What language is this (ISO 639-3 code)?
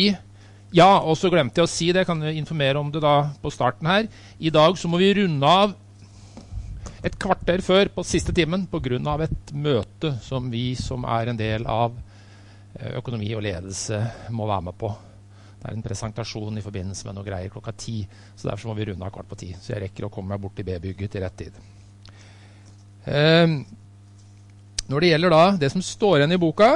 nor